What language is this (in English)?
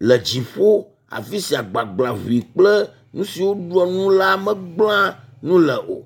Ewe